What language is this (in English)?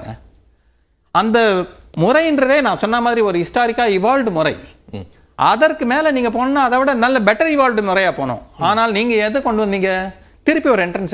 Tamil